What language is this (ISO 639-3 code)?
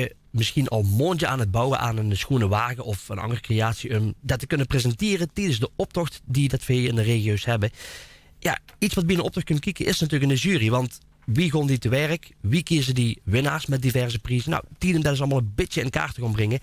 lim